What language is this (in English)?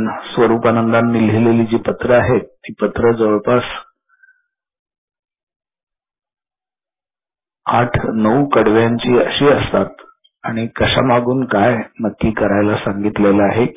Marathi